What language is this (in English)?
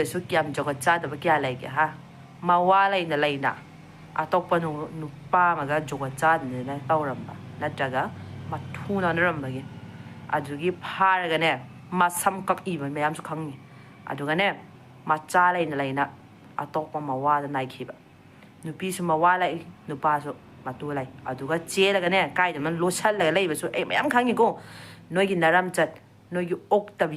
Manipuri